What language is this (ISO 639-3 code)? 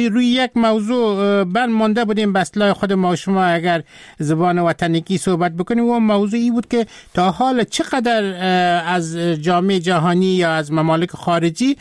fas